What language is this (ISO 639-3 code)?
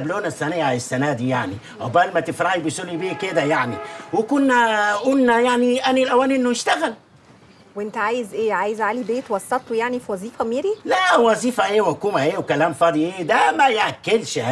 arz